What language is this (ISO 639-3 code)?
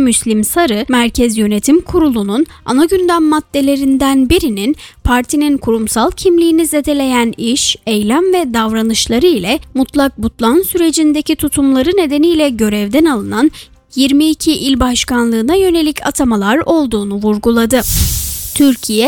tur